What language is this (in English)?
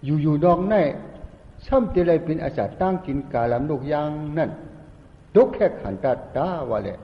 Shan